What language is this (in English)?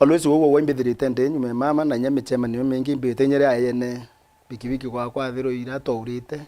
Meru